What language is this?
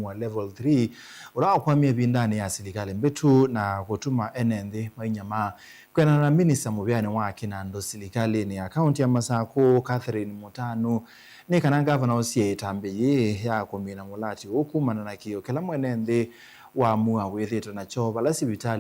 Kamba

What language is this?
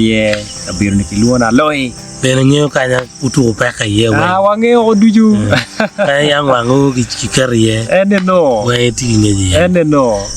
Acoli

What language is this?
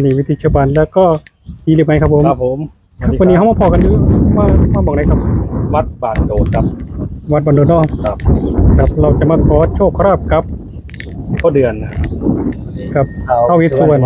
Northeastern Thai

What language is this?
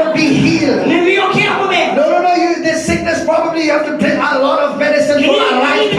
Khasi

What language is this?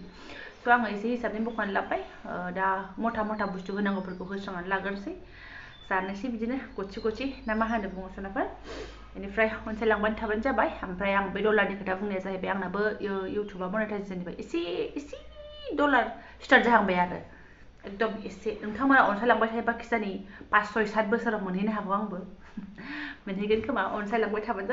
Bodo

